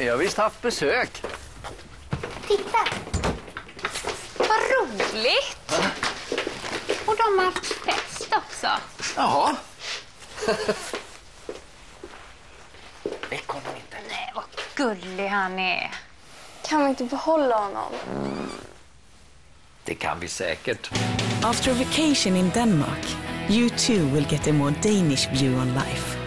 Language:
Swedish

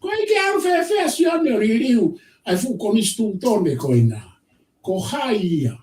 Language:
Tongan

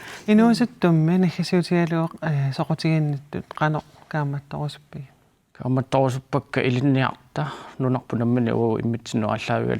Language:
Kalaallisut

